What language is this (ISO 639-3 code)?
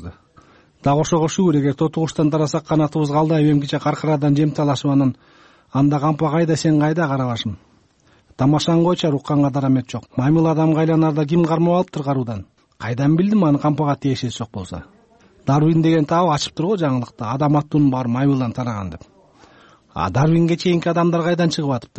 kir